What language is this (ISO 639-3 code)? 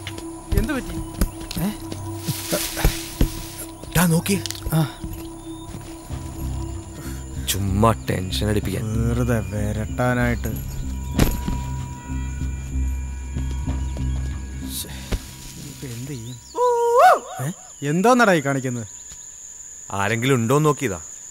mal